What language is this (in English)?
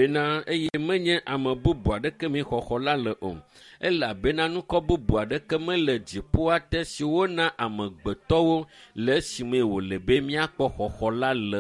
Ewe